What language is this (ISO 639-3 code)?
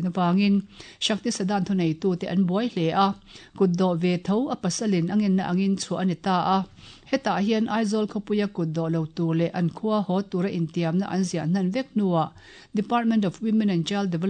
lus